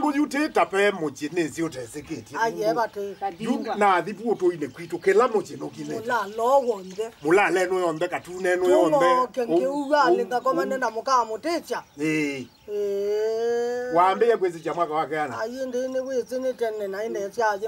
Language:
Kamba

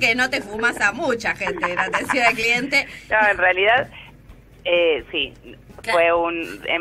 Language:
Spanish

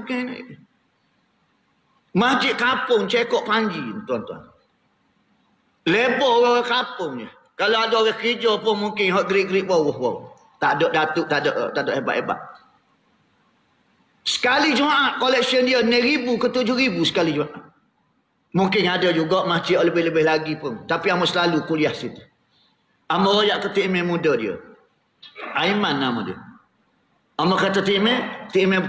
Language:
Malay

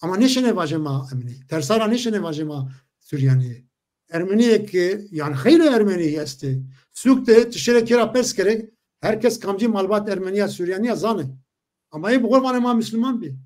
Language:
Zaza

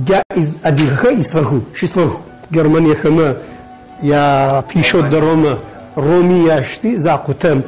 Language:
Adyghe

